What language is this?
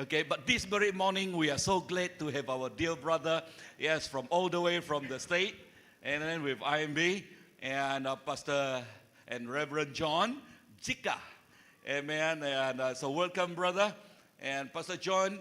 Iban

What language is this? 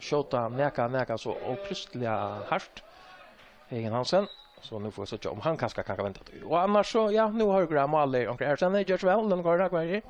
Faroese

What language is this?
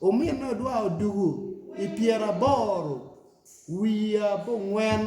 Acoli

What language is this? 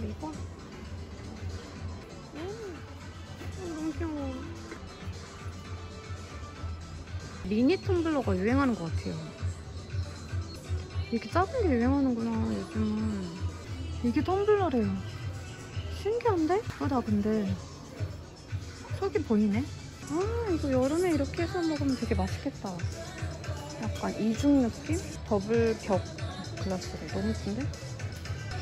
Korean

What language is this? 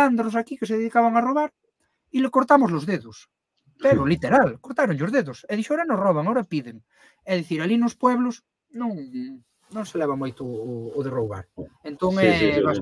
Galician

